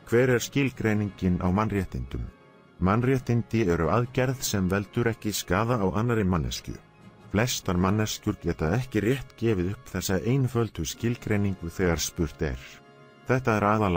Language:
Icelandic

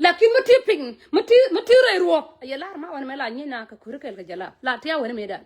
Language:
Nuer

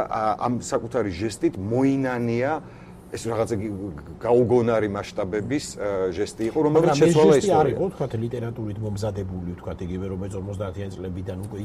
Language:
Georgian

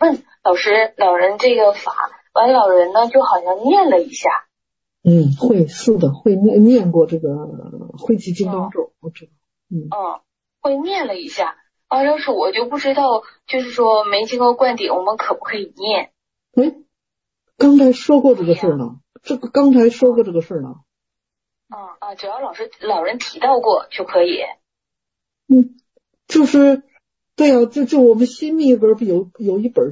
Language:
Chinese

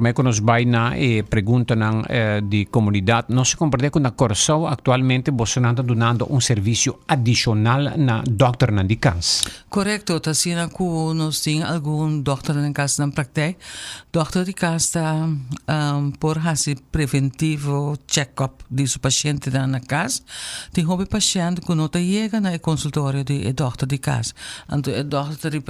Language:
Papiamento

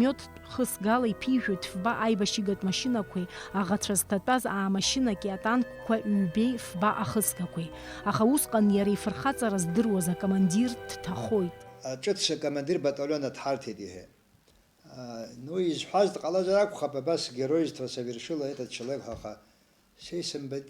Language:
Abkhazian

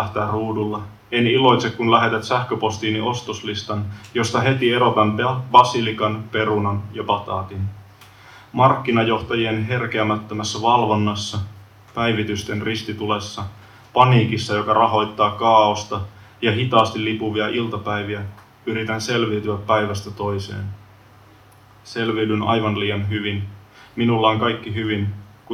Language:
Finnish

